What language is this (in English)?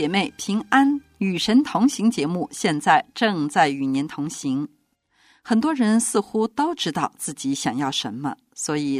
Chinese